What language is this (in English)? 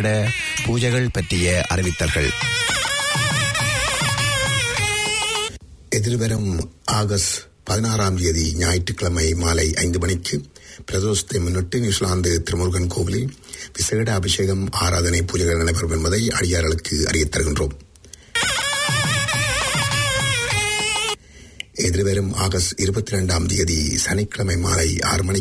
Tamil